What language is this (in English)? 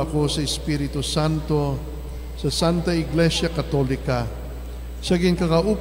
Hiligaynon